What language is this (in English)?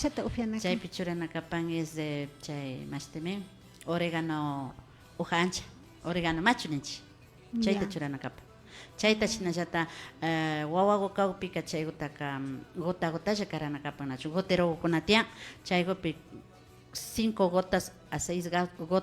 Imbabura Highland Quichua